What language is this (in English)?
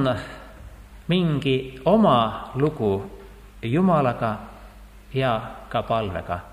Estonian